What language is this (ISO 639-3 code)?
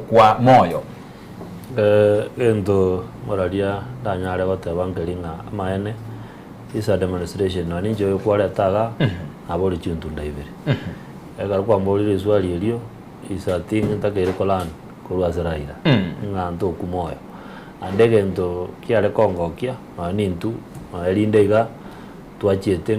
guz